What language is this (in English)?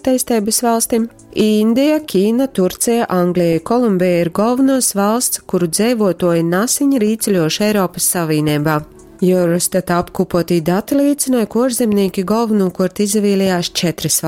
Latgalian